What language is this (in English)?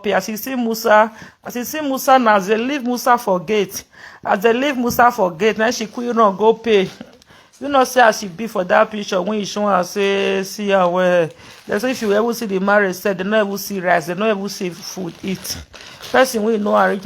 Nigerian Pidgin